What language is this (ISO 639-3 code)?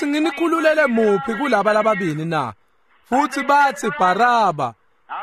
ssw